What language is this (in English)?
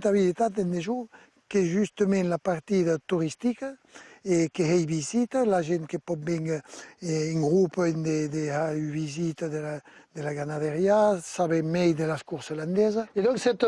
Occitan